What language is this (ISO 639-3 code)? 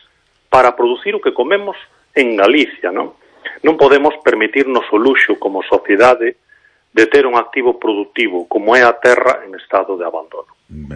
glg